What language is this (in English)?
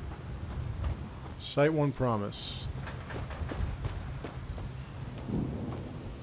English